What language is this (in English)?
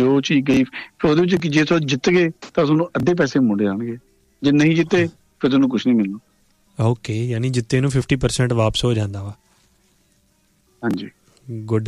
Punjabi